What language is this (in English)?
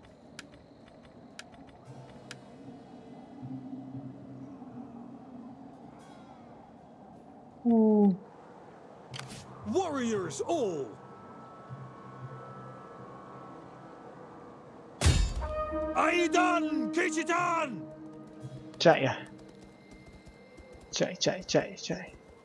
Vietnamese